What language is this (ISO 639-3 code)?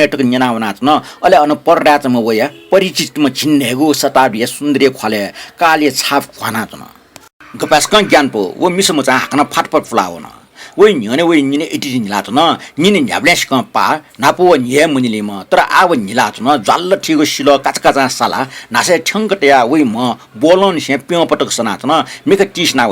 new